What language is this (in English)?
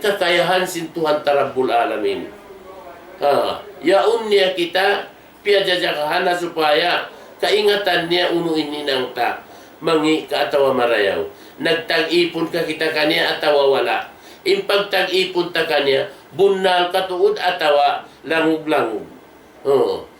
Tausug